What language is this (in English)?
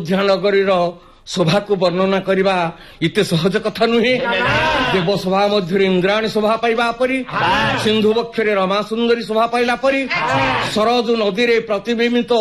Odia